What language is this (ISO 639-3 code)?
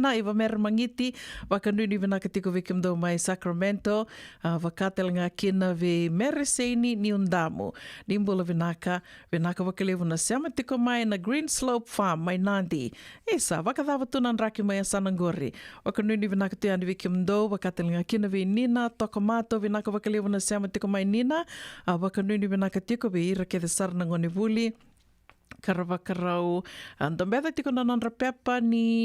fij